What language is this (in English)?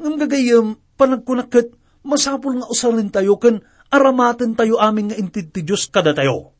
Iloko